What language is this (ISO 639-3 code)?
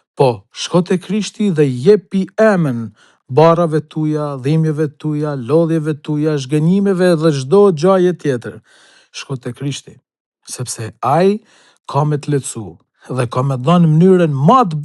sqi